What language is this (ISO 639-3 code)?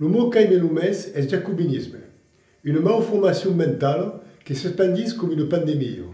oci